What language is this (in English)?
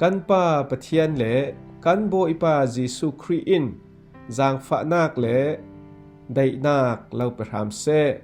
Falam Chin